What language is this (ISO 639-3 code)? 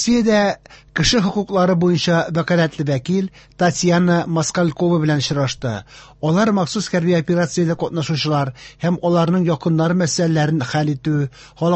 tat